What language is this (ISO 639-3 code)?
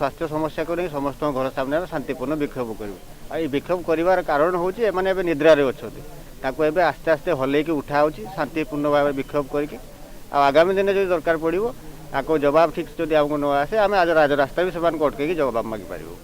ori